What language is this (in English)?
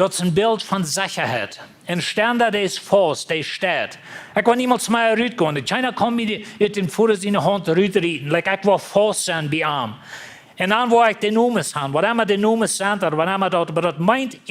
Plautdietsch